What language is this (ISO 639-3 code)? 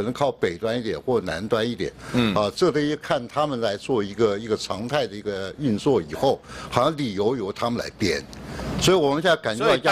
zho